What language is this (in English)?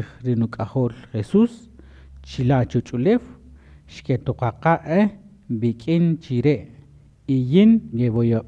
Kaqchikel